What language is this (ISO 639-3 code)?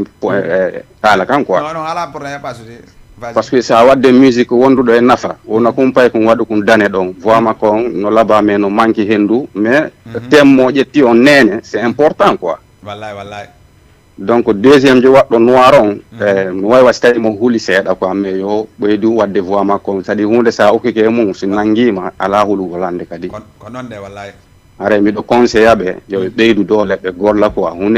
ful